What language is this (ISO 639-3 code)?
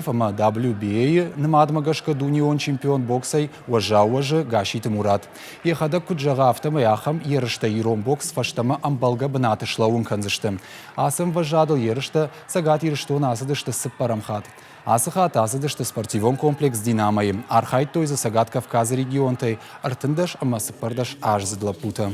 oss